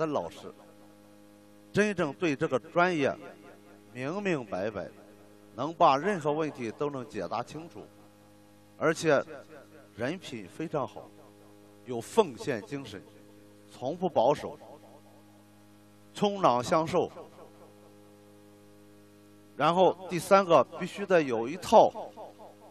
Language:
Chinese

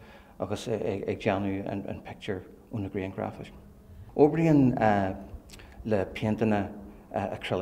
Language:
Irish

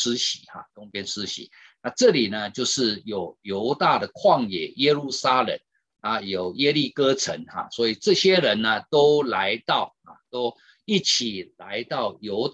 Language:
Chinese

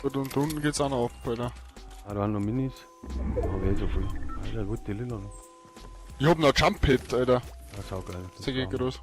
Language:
Bavarian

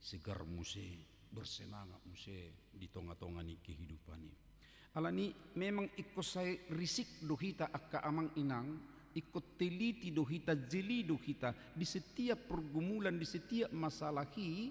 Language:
Batak Toba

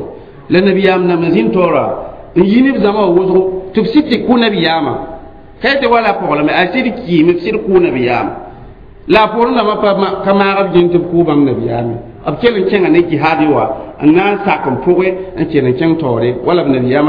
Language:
Mossi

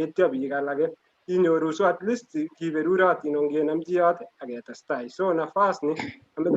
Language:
Kalenjin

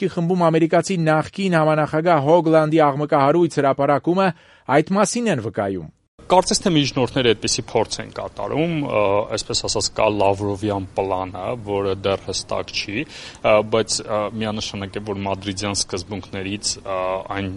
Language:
Armenian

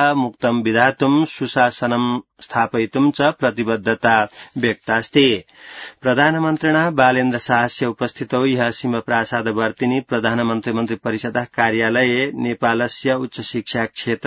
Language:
Sanskrit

